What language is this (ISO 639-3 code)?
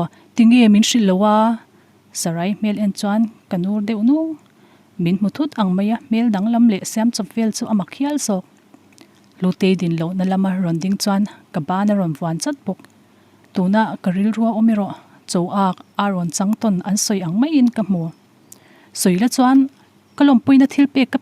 lus